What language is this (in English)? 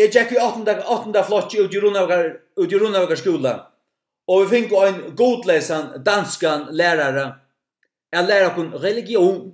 Faroese